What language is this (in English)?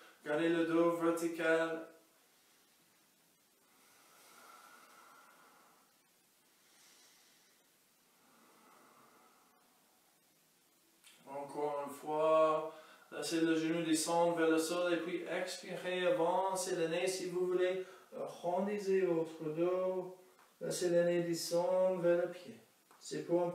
French